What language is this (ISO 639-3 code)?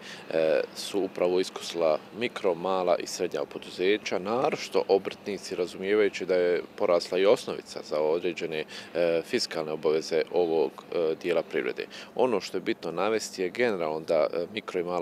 bos